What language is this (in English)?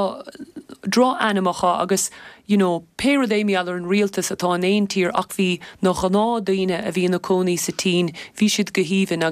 Irish